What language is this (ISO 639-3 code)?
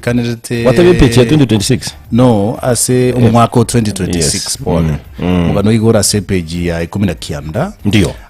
guz